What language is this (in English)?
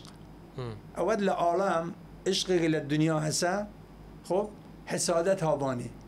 Southern Kurdish